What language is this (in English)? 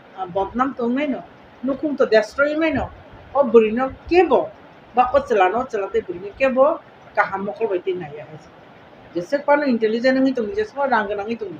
Kok Borok